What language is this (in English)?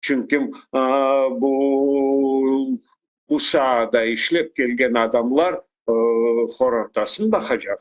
Crimean Tatar